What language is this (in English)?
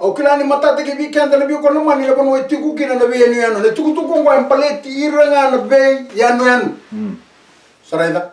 Fijian